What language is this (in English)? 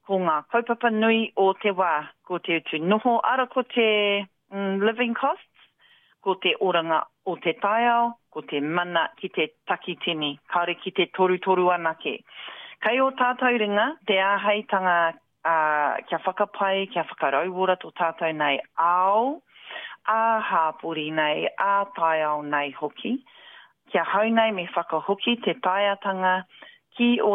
Māori